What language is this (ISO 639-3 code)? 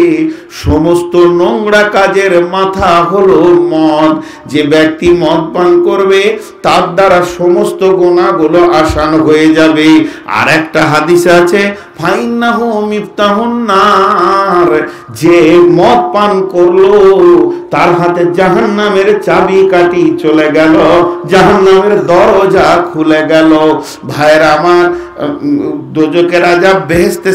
ben